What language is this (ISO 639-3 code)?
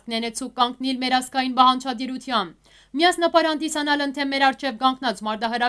hyw